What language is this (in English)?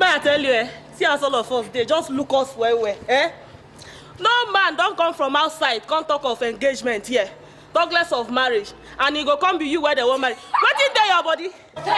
Nigerian Pidgin